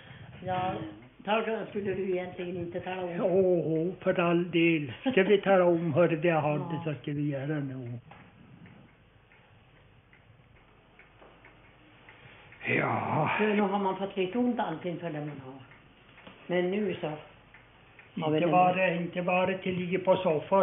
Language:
Swedish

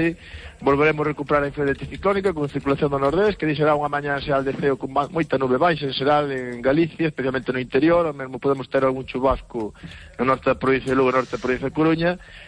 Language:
Galician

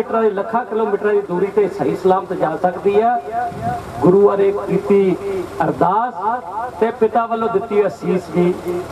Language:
Punjabi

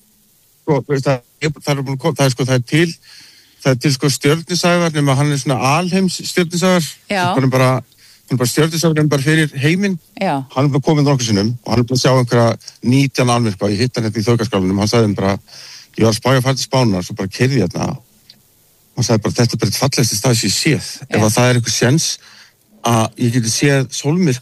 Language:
Icelandic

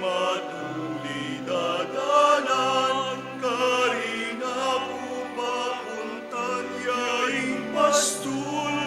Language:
Pampanga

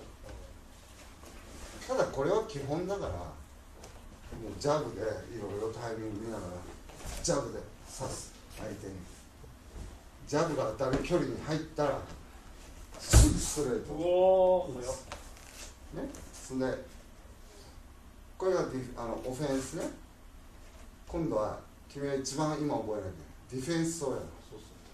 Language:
Japanese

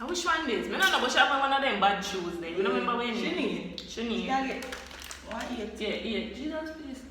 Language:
Jamaican Creole English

